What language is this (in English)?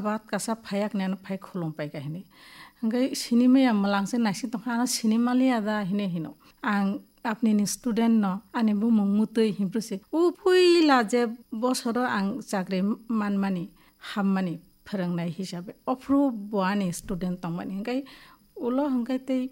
Kok Borok